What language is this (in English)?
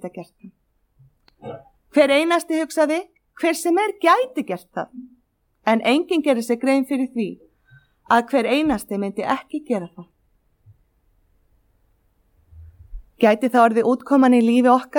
Icelandic